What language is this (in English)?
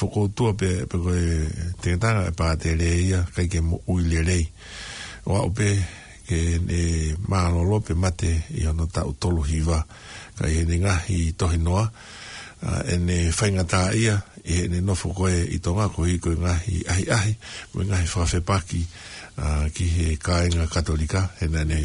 Tongan